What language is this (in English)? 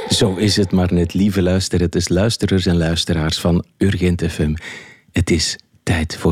Dutch